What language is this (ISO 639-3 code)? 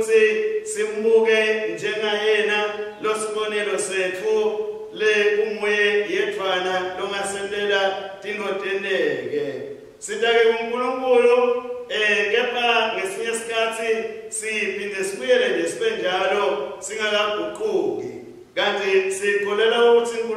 ssw